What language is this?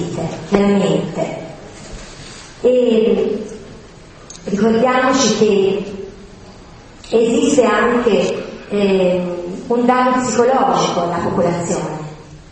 Italian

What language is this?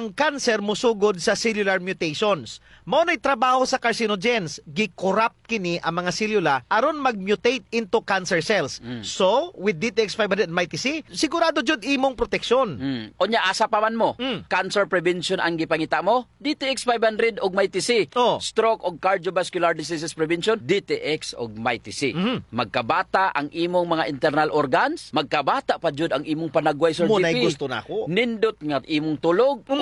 Cebuano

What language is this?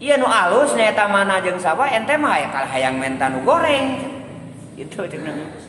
Sundanese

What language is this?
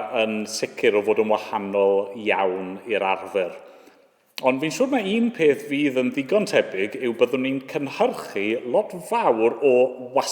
Welsh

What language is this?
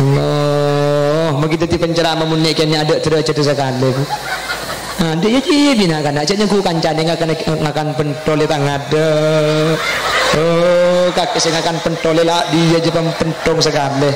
Madurese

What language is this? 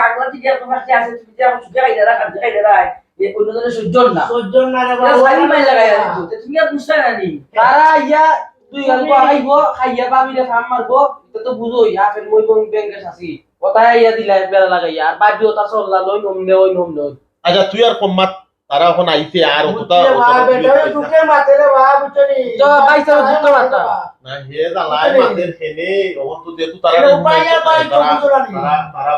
Sylheti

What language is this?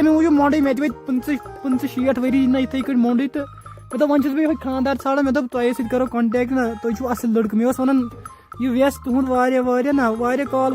Kashmiri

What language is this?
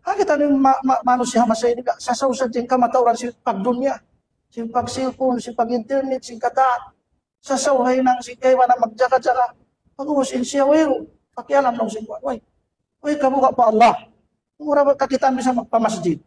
Tausug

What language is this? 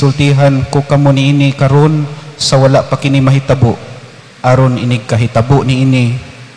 Cebuano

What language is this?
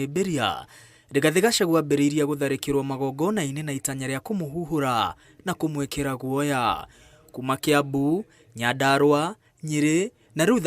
Kikuyu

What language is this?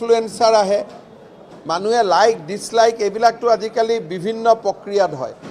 Assamese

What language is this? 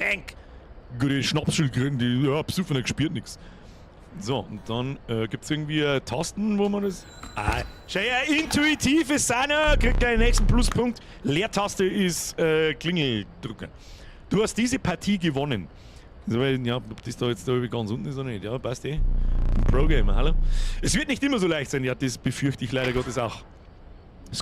Bavarian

